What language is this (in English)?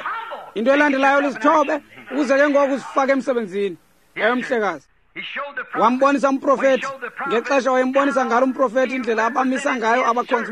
Xhosa